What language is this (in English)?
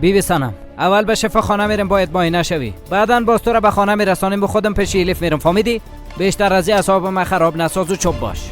Persian